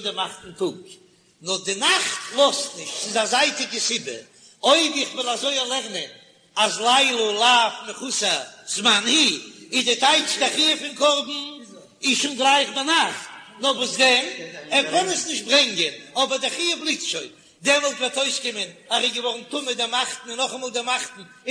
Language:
Yiddish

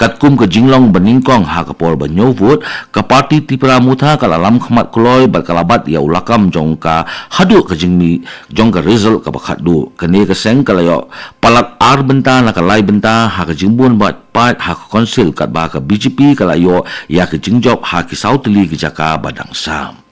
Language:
Khasi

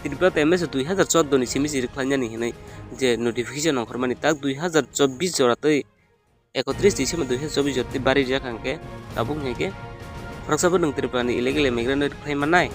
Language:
Kok Borok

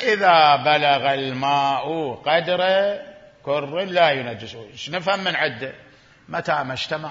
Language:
Mesopotamian Arabic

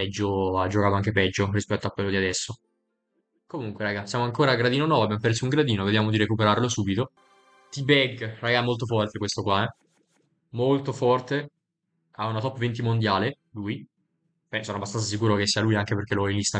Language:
Italian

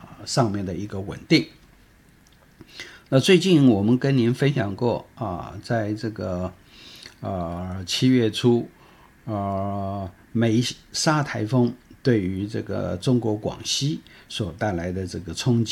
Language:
Chinese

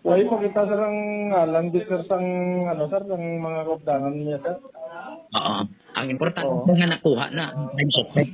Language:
Hiligaynon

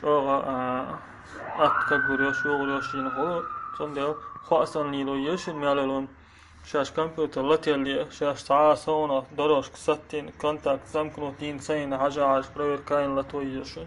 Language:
Chechen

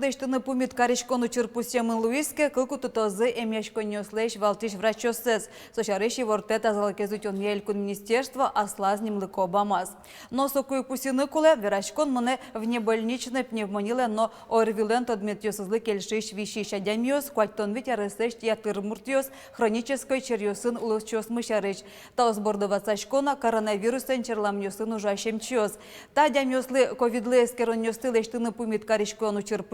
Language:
Udmurt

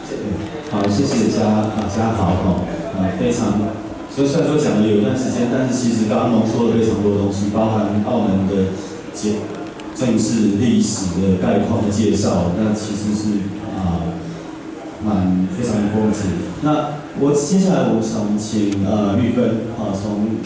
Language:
Chinese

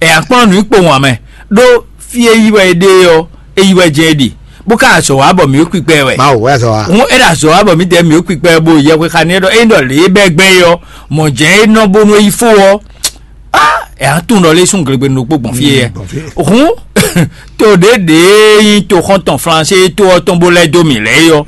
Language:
Fon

